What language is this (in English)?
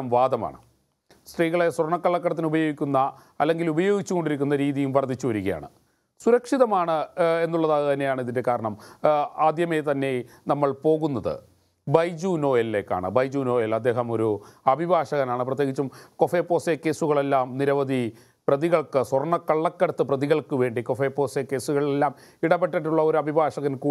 Malayalam